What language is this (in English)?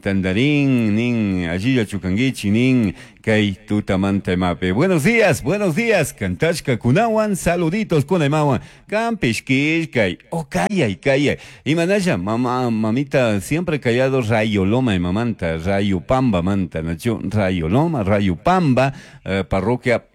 Chimborazo Highland Quichua